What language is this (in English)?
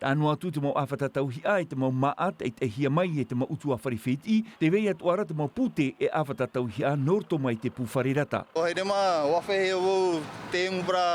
Tahitian